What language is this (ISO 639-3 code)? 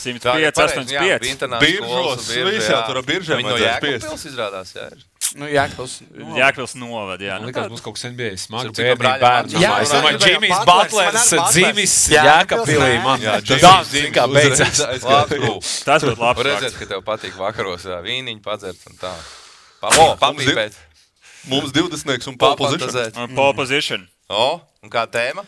lav